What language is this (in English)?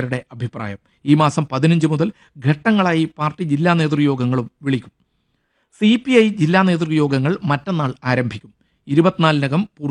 Malayalam